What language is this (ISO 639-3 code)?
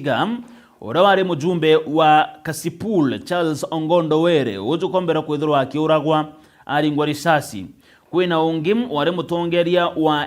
mer